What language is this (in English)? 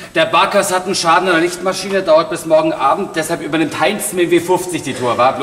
German